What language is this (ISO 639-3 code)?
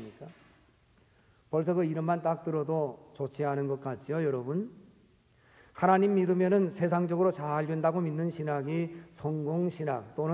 kor